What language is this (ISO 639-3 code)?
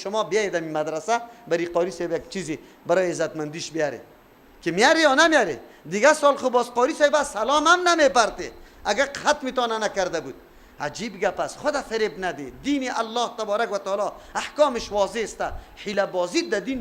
fas